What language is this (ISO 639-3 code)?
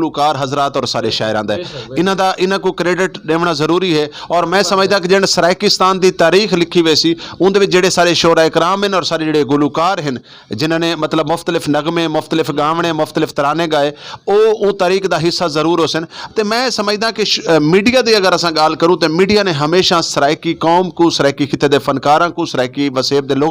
skr